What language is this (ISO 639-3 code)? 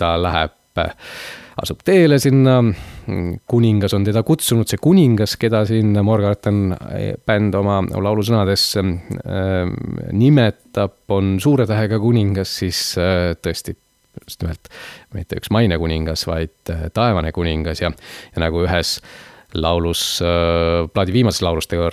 est